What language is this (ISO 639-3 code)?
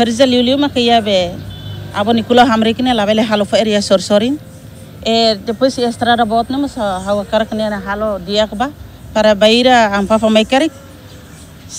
tet